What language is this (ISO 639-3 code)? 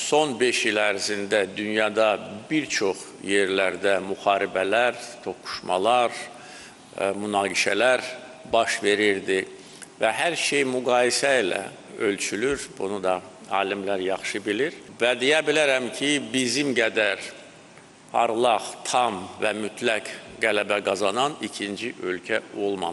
aze